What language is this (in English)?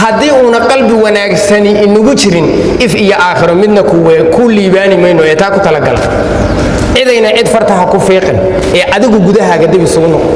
Somali